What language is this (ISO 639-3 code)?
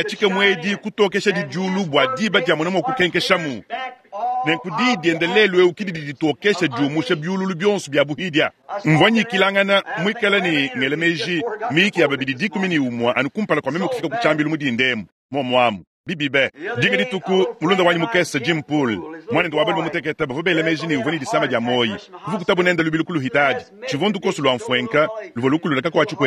lua